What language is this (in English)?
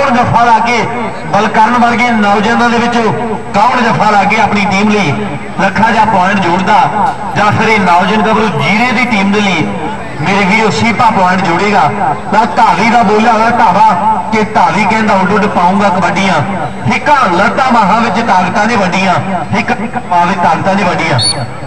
Punjabi